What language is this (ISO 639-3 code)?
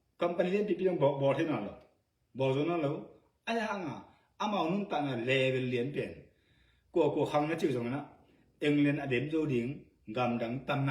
ctd